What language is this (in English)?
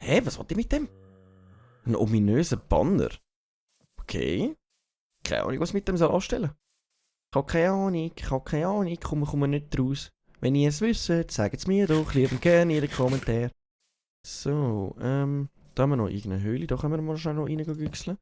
Swiss German